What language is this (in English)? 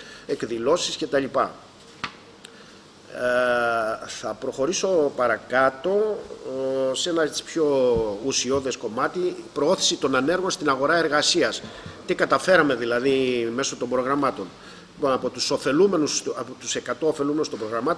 Greek